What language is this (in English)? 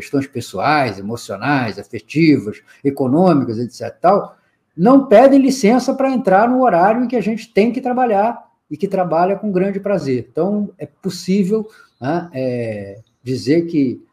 Portuguese